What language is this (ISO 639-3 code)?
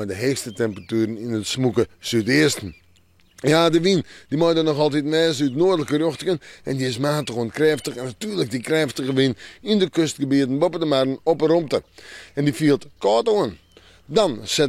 fry